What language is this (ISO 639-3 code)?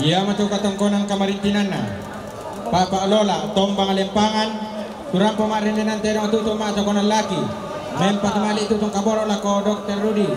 sda